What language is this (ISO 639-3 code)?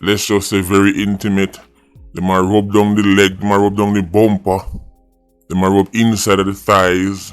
jam